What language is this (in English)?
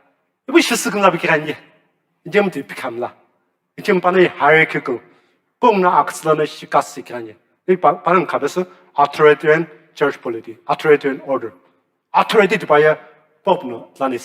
Sumi Naga